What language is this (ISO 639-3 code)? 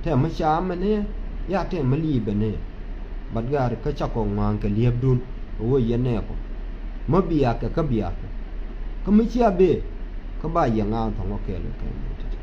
nus